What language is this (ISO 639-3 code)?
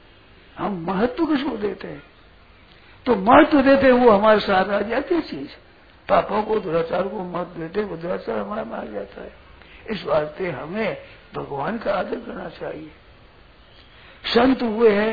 hin